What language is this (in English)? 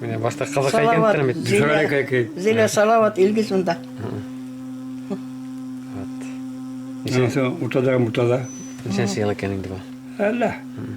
Bashkir